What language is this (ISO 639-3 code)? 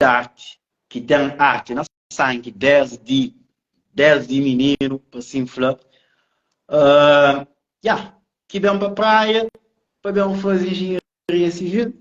kea